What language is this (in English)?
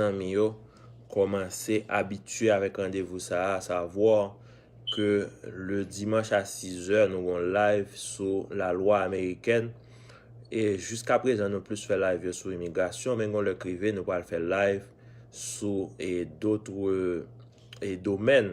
Haitian Creole